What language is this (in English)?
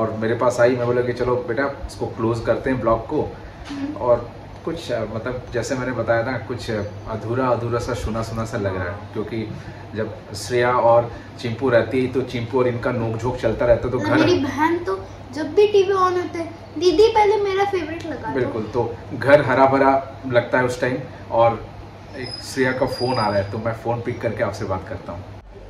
Hindi